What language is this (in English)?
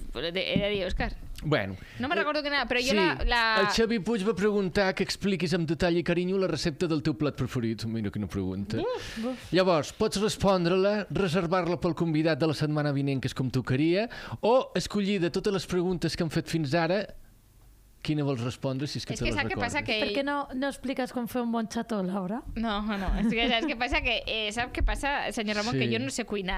Catalan